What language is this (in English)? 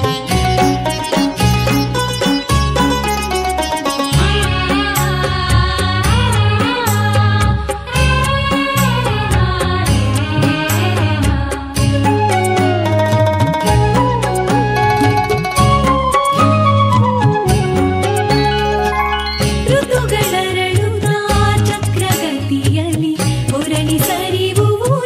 Kannada